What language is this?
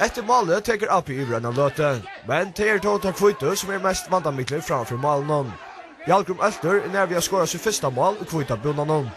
Faroese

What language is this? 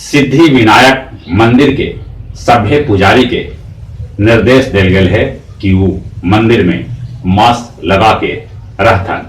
Magahi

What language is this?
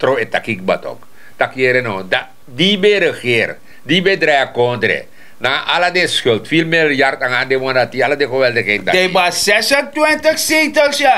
Sranan Tongo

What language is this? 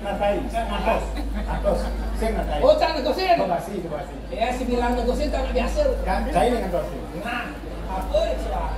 Balinese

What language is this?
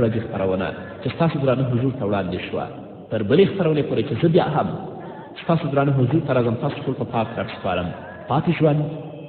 Pashto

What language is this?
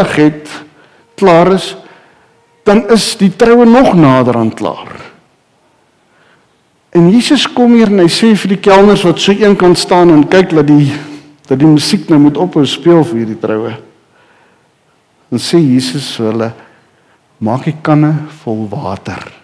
Afrikaans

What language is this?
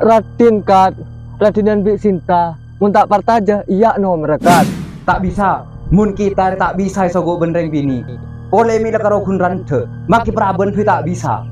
Madurese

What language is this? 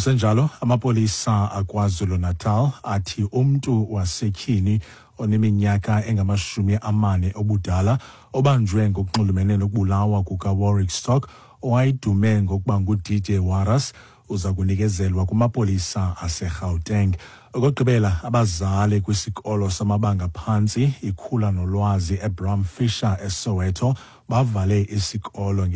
Xhosa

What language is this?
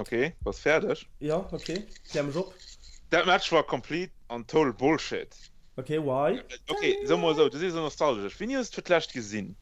Luxembourgish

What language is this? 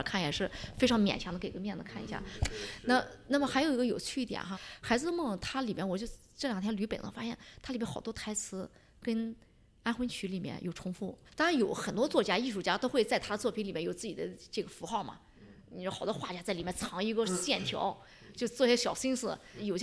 Chinese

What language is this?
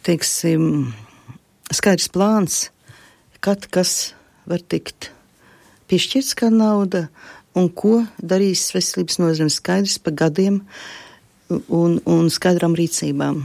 Latvian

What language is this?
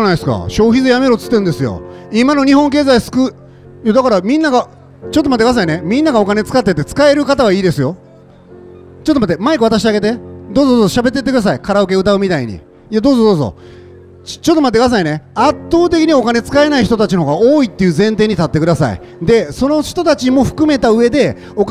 Japanese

